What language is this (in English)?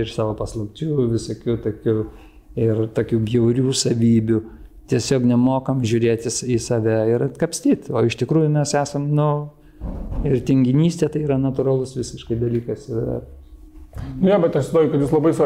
Lithuanian